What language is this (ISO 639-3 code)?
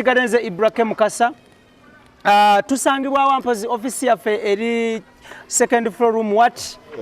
lug